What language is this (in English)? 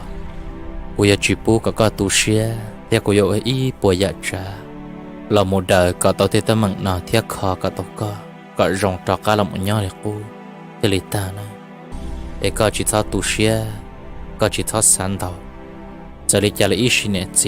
Hmong